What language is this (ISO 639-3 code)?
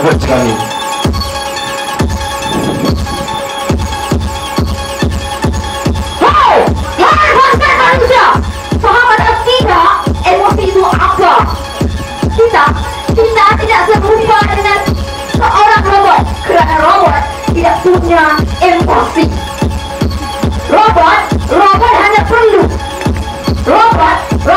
msa